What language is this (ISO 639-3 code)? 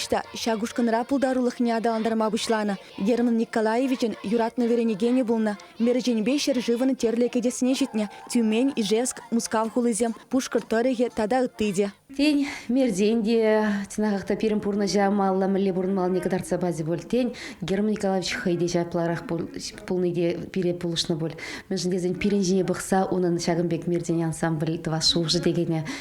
chv